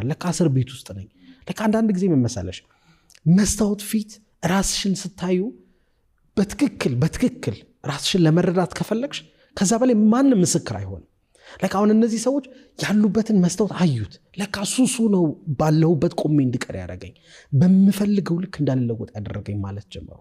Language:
Amharic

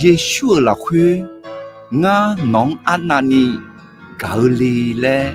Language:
Akha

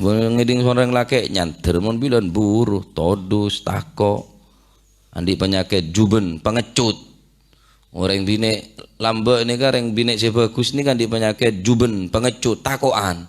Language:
Madurese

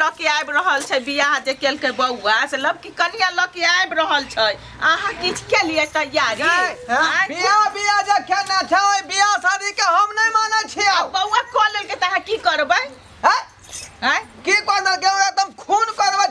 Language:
Maithili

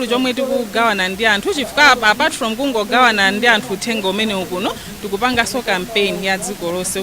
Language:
Nyanja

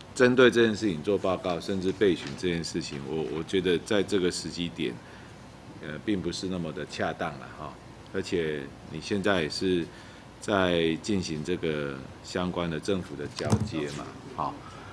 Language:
Chinese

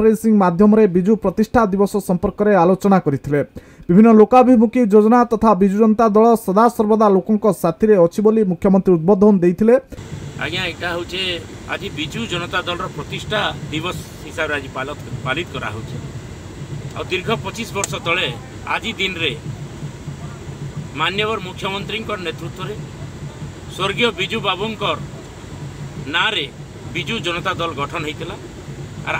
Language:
Odia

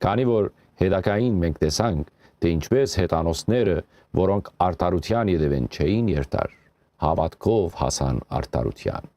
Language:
Western Armenian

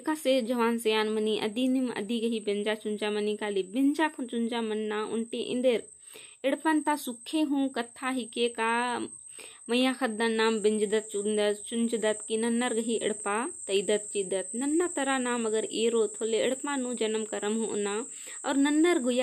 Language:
Kurukh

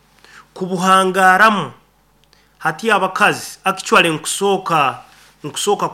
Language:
Nyoro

